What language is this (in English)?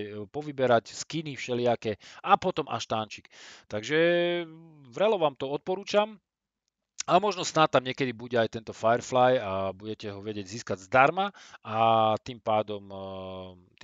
Slovak